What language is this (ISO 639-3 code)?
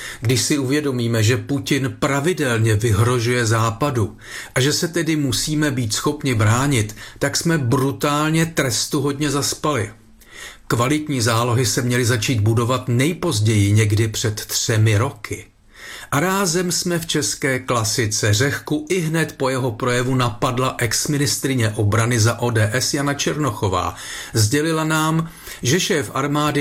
ces